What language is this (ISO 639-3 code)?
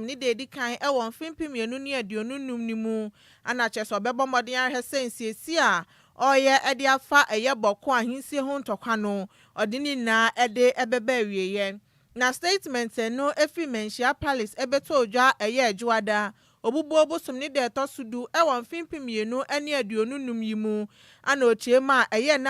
aka